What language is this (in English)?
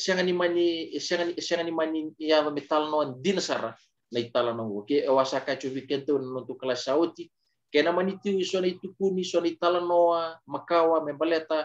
Fijian